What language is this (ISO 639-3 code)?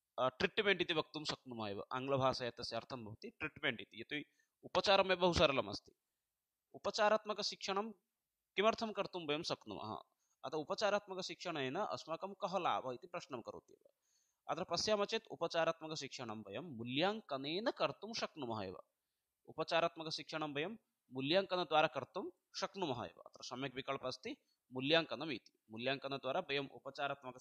san